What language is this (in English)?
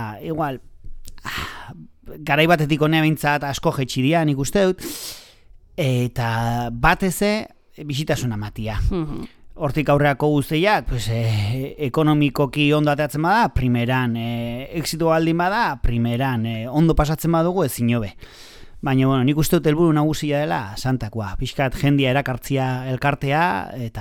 Basque